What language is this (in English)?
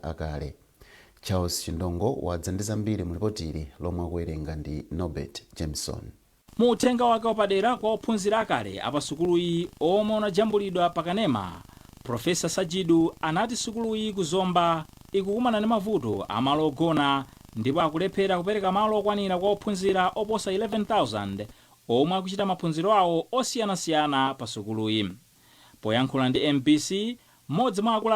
Nyanja